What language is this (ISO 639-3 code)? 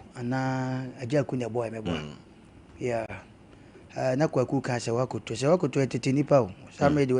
aka